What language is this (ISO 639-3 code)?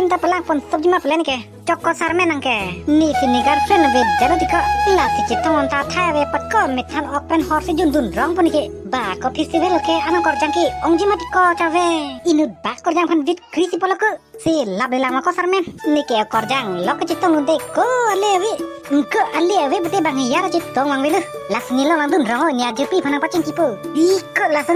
mjw